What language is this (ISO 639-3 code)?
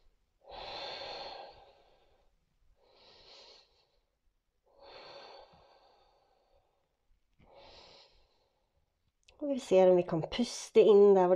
nor